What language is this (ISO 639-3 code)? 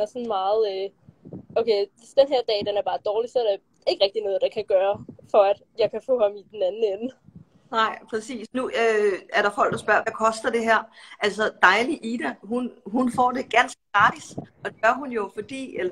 dan